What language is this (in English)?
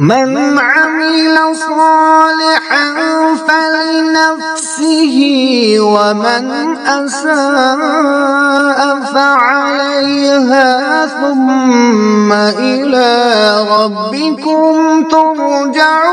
Kashmiri